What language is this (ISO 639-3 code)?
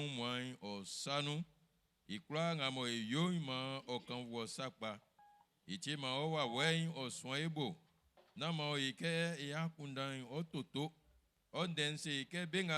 bci